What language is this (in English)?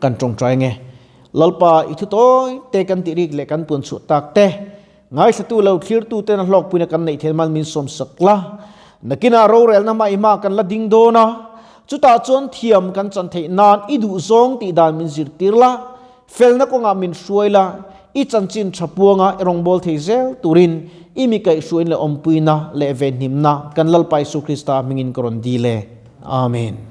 Mizo